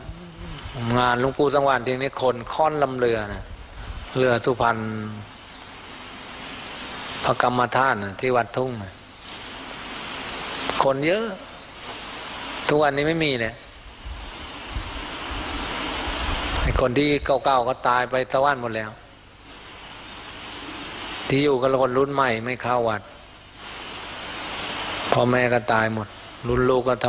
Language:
Thai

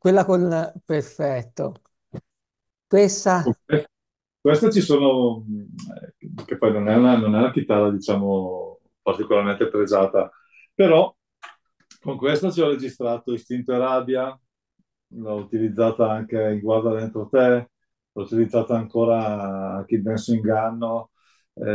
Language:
Italian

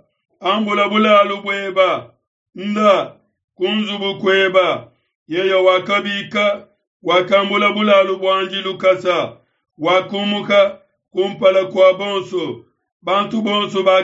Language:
Luba-Lulua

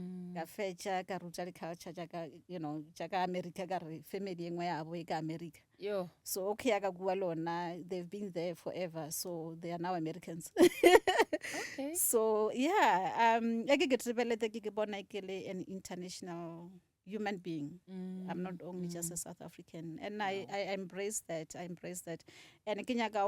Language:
Northern Sotho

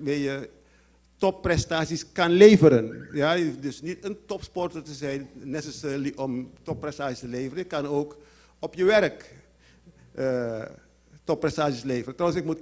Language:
Dutch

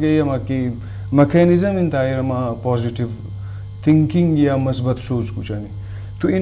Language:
Eastern Balochi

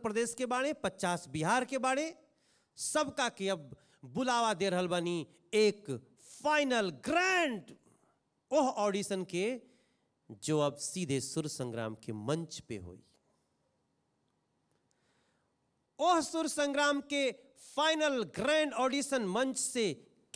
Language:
Bhojpuri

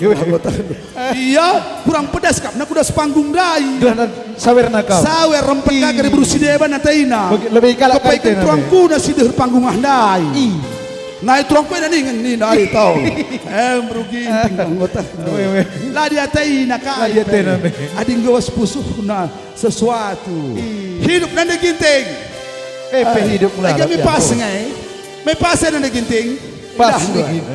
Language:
Batak Karo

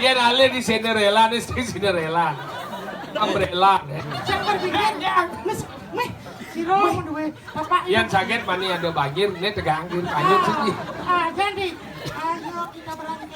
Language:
Balinese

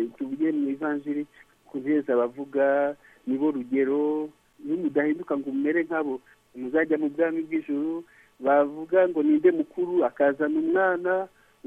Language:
Kinyarwanda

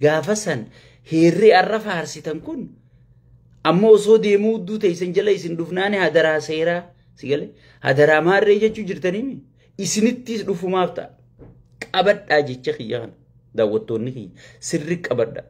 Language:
Oromo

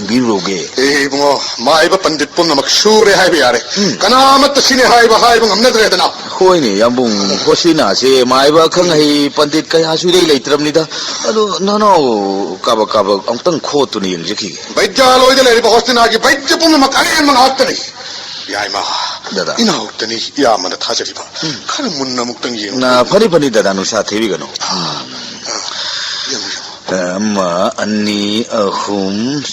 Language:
Manipuri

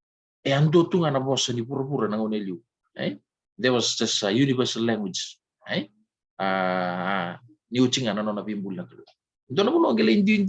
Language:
Fijian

